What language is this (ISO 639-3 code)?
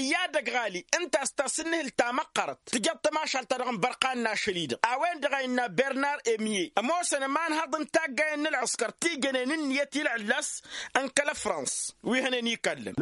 taq